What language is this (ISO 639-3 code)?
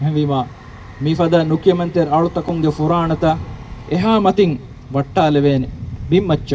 div